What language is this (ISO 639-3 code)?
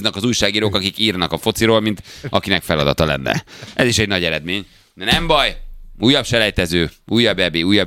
hun